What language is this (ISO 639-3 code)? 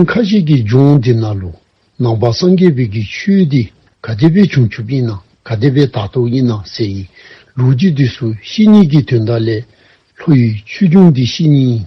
dzo